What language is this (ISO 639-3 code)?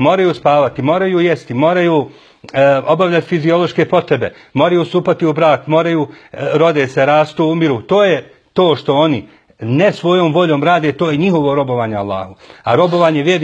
bos